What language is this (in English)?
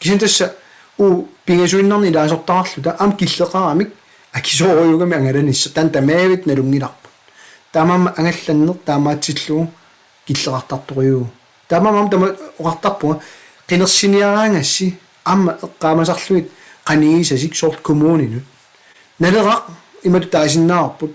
Kalaallisut